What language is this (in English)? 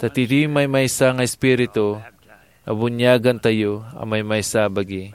Iloko